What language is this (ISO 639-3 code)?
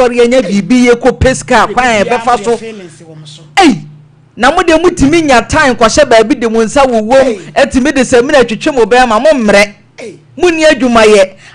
aka